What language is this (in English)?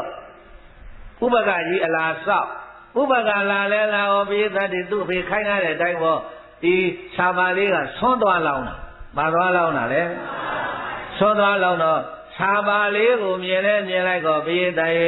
Burmese